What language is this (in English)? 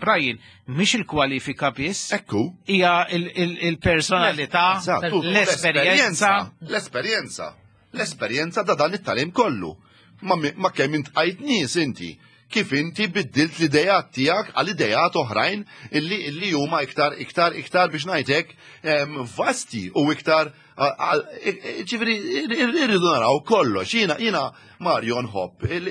Maltese